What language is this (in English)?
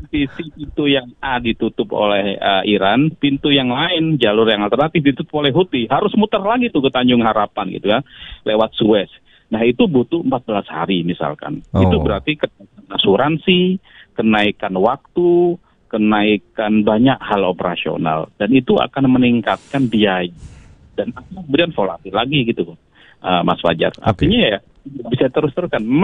Indonesian